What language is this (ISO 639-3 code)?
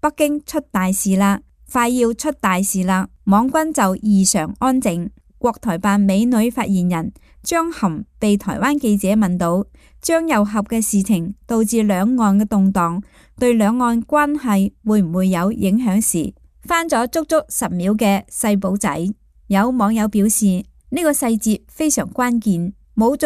yue